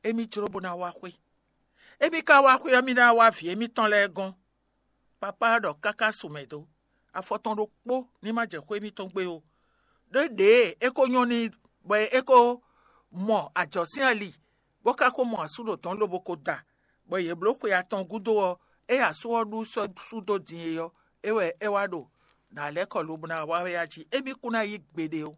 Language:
Fon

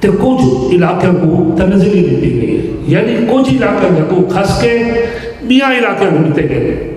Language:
Saraiki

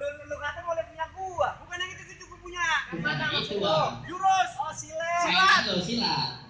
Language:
Betawi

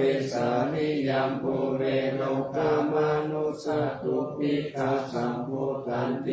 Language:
Pali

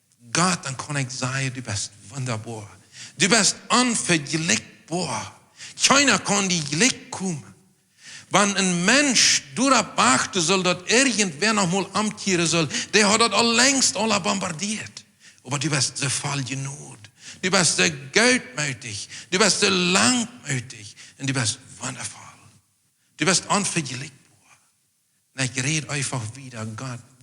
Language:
Plautdietsch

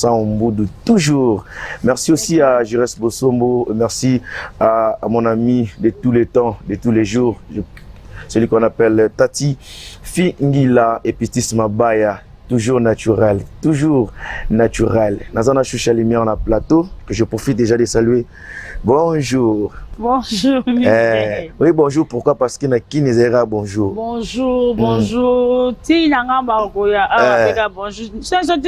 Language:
Lingala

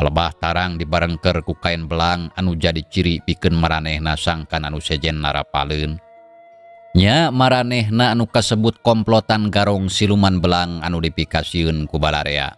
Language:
Sundanese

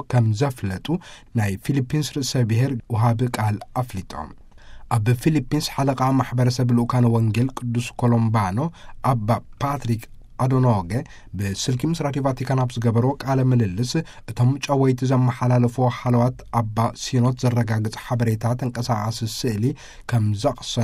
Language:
Tigrinya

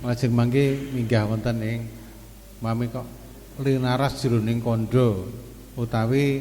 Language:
Javanese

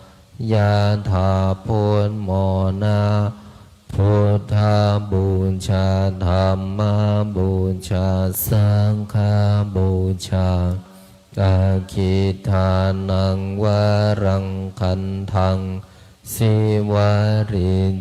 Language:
Pali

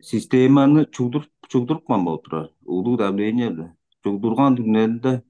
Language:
Tuvinian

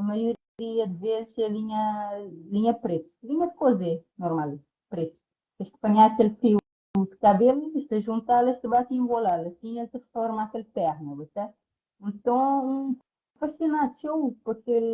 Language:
Kabuverdianu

